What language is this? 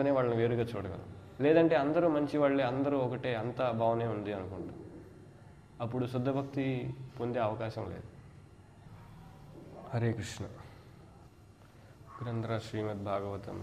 Telugu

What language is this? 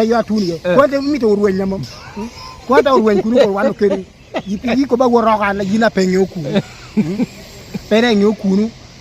Lango (Uganda)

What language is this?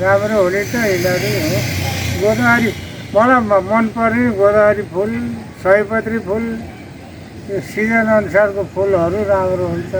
Nepali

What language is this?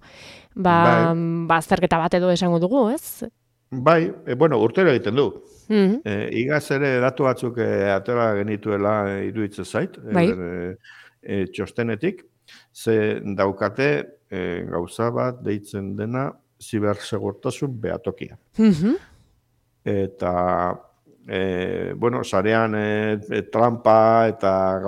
Basque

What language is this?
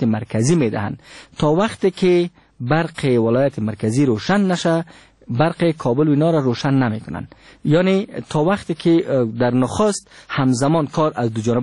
Persian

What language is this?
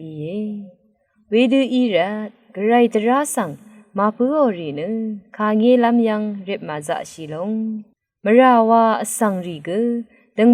Rawang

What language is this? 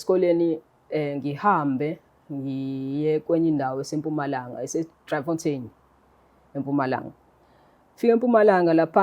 Zulu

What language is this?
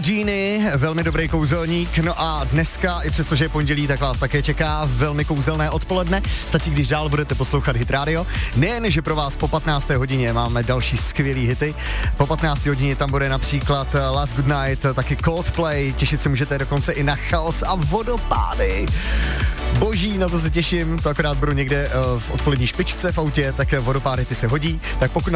Czech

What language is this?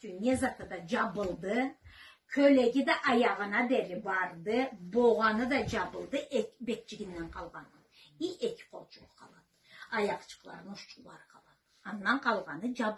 Karachay-Balkar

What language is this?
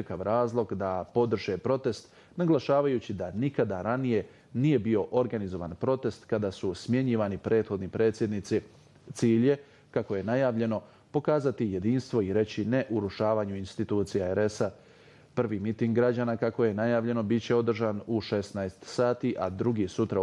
Bosnian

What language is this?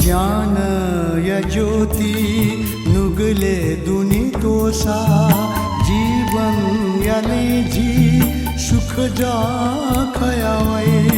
Newari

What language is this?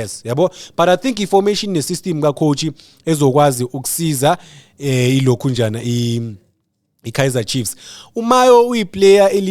Zulu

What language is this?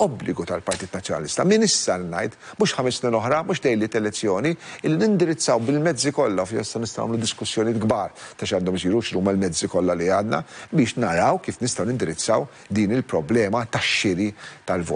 Maltese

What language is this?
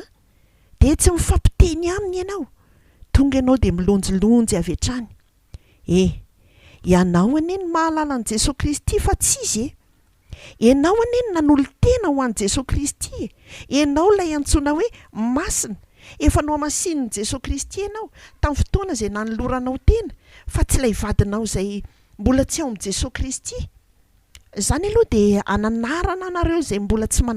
Malagasy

